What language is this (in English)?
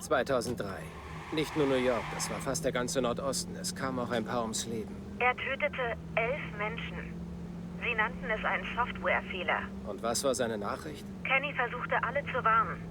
Bavarian